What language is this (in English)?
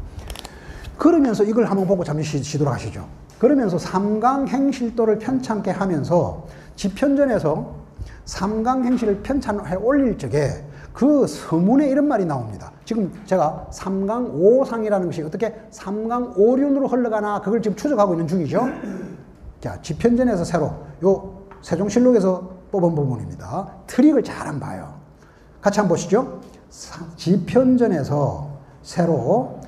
Korean